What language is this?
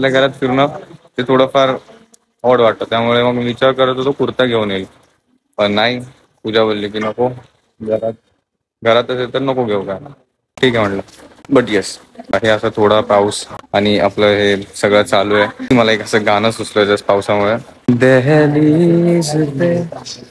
Marathi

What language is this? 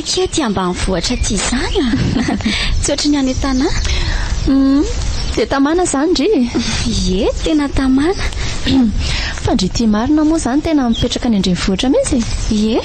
Malagasy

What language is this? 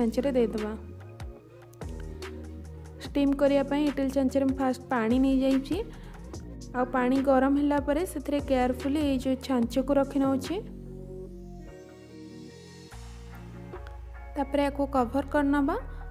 Odia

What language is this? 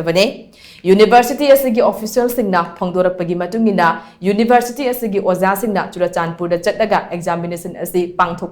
Manipuri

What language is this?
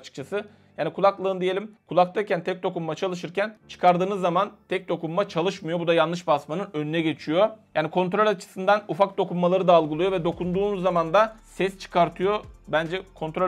Turkish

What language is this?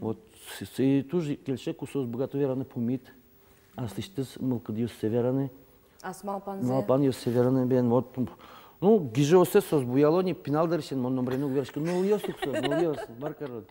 Udmurt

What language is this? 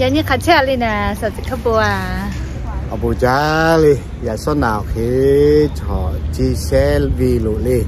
Lahu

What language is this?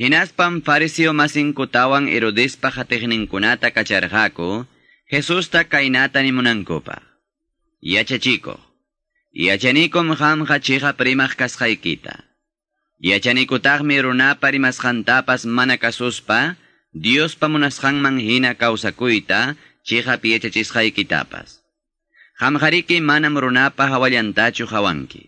Quechua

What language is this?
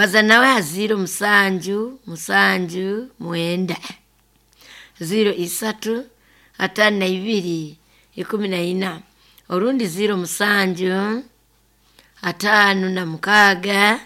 Nyoro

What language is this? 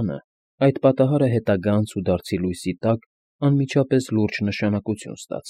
Armenian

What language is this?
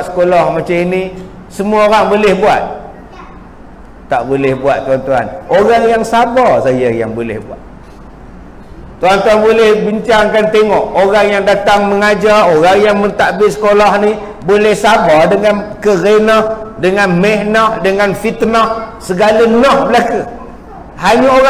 Malay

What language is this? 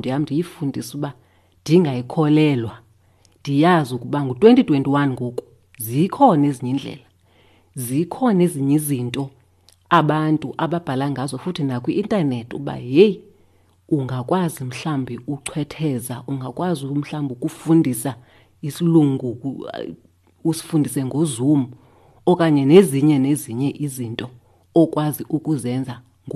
Xhosa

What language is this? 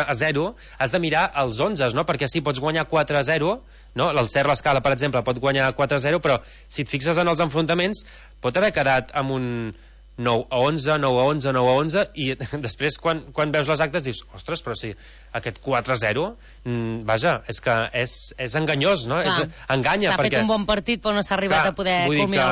Catalan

